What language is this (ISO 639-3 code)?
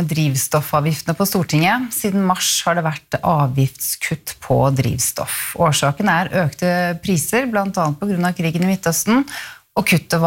nor